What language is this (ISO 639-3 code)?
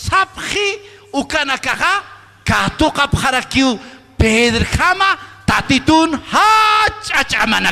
aym